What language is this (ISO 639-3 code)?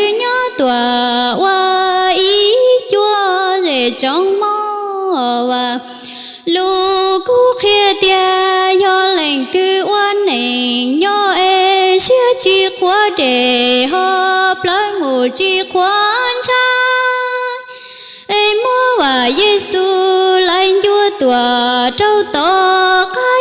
hmn